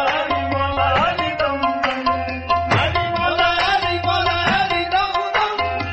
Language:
Punjabi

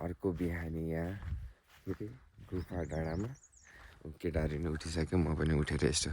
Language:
Nepali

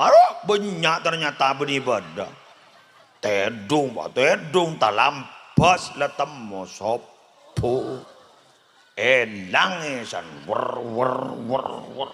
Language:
Madurese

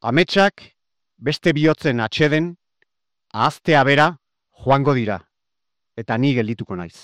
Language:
Basque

